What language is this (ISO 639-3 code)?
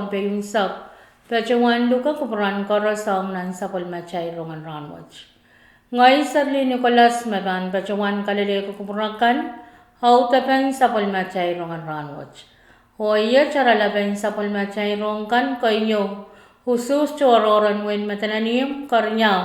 pon